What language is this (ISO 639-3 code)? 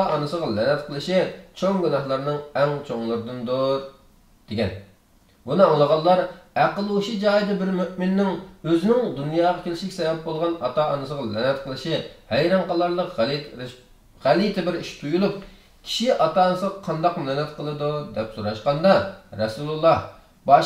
uig